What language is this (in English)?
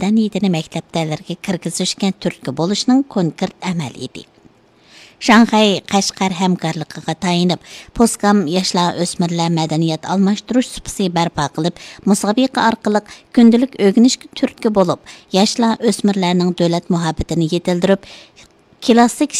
Uyghur